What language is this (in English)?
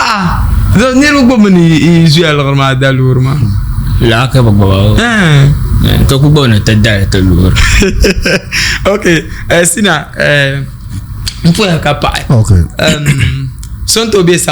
Dagbani